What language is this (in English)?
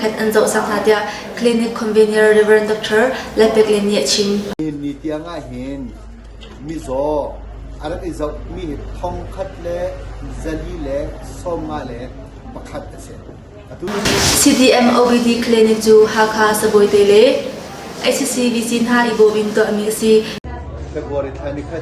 Hakha Chin